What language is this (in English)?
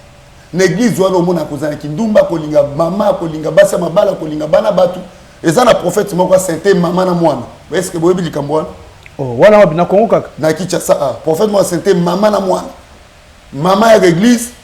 Lingala